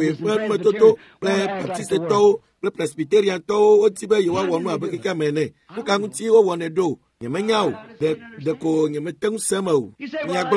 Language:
Ewe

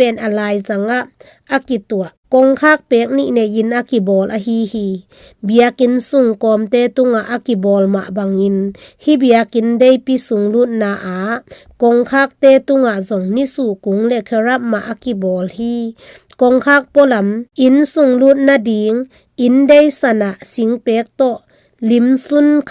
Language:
Tedim Chin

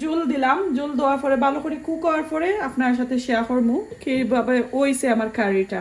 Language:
Sylheti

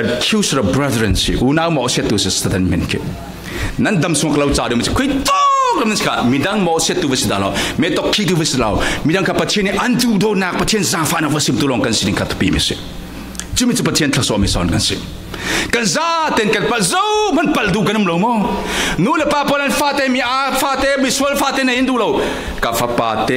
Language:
Falam Chin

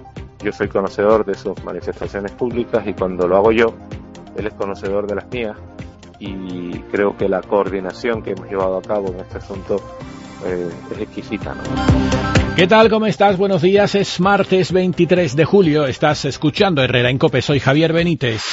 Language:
Spanish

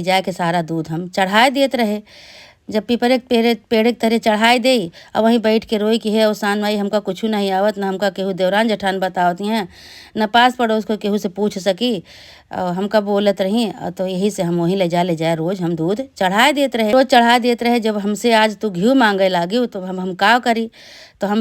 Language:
Awadhi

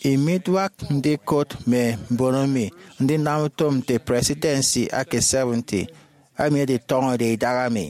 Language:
Efik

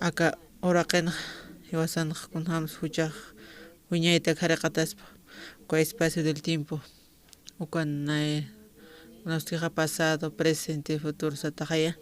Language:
Aymara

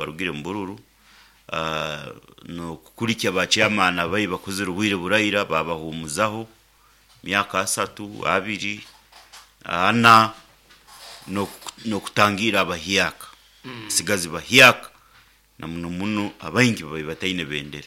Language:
Nyoro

